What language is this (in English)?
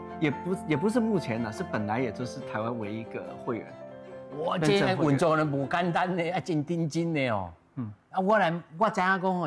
Min Nan Chinese